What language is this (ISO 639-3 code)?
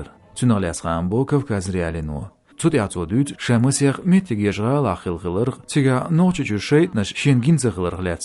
che